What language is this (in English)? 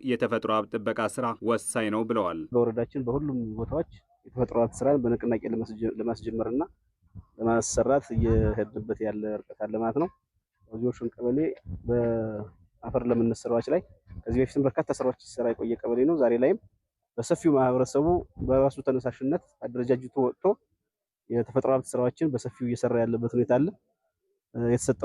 Amharic